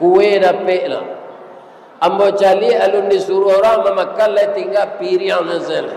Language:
Minangkabau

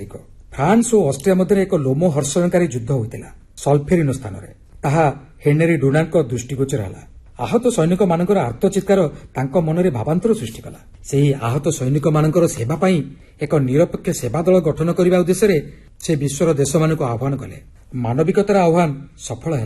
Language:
Odia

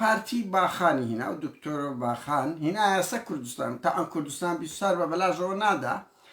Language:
Central Kurdish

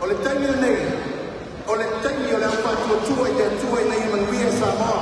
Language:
Samoan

